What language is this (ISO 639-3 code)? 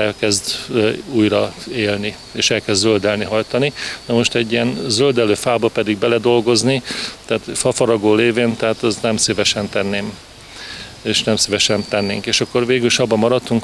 hun